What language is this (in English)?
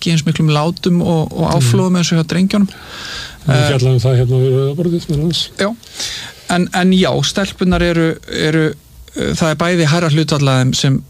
Icelandic